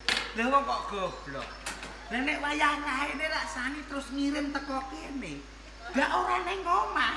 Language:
Javanese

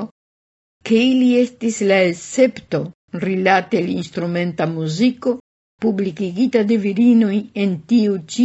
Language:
Esperanto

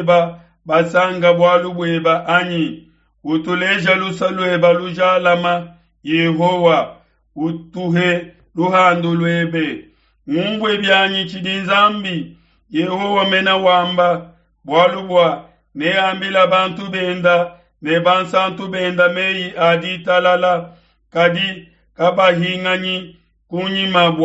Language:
Luba-Lulua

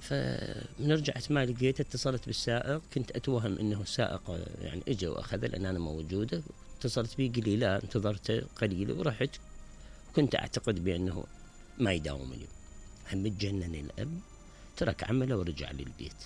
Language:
Mesopotamian Arabic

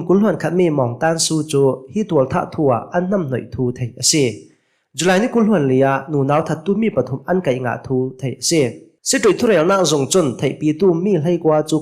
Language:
Hakha Chin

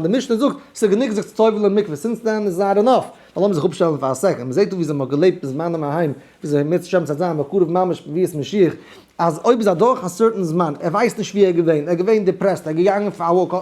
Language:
Yiddish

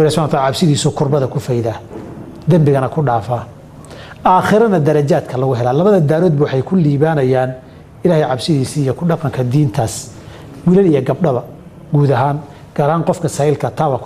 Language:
Somali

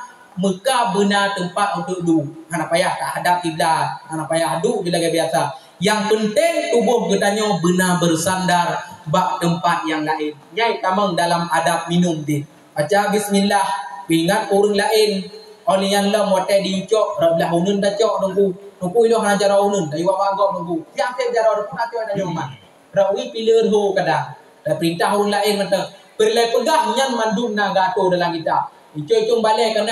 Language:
Achinese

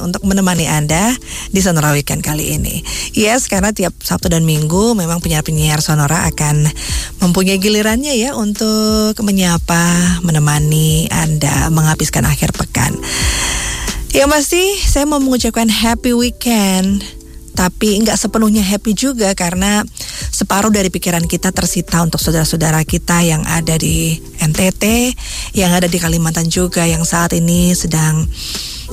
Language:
Indonesian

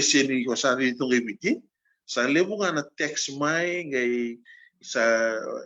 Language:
Fijian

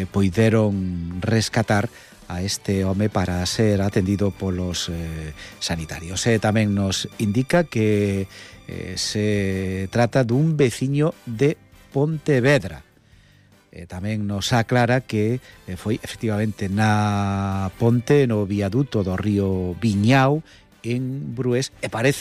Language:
Galician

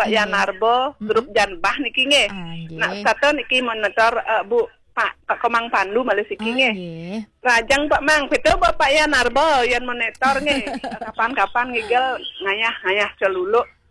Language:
Balinese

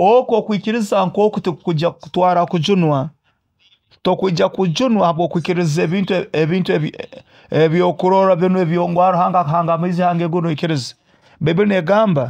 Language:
Nyoro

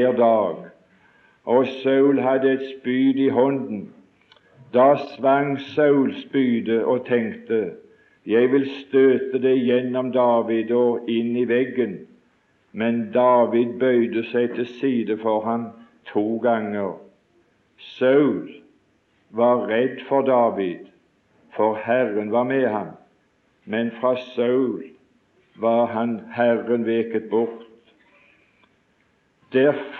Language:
Norwegian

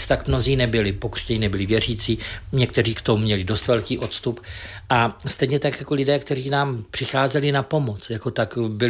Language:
Czech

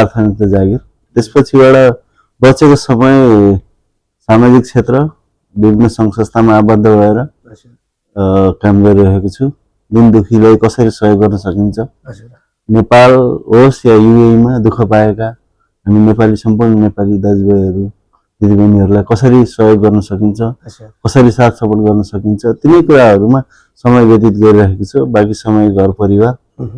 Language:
Nepali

